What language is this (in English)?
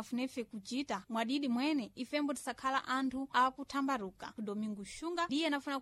Sena